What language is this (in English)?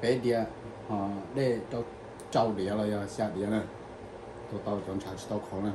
Hmong